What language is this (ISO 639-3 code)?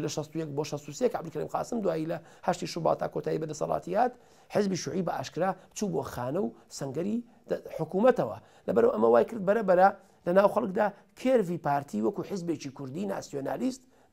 ckb